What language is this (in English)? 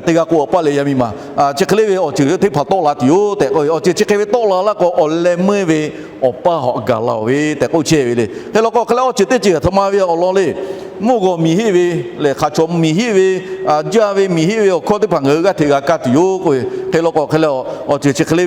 Lahu